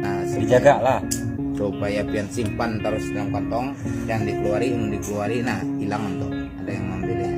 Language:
Banjar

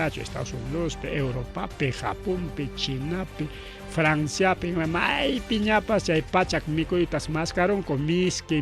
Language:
Ayacucho Quechua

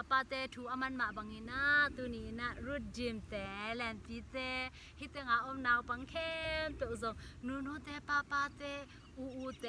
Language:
Tedim Chin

